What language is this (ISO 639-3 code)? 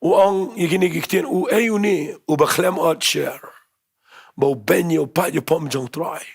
kha